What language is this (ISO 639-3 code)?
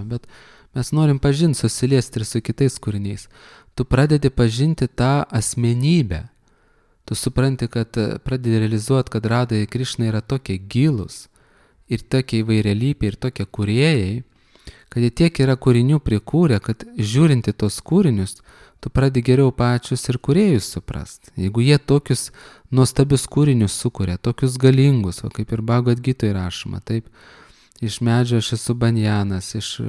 lit